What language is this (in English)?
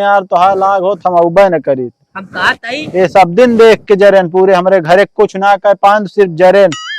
Awadhi